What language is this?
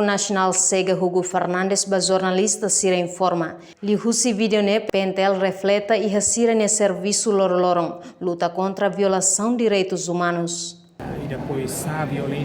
Tetum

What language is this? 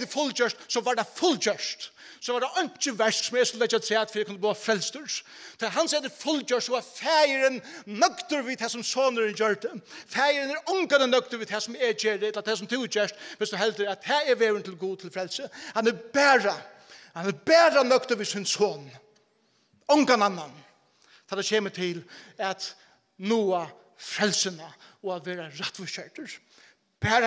Faroese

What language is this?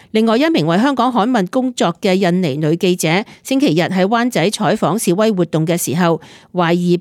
Cantonese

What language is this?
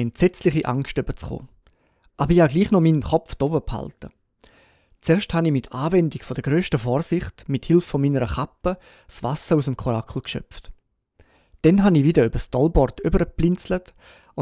Swiss German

